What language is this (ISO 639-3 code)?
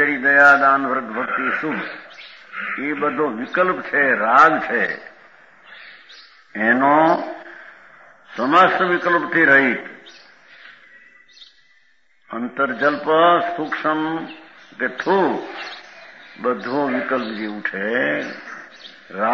guj